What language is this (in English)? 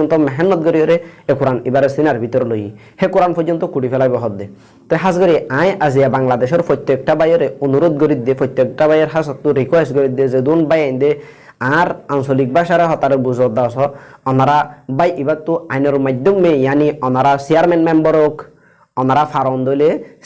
Rohingya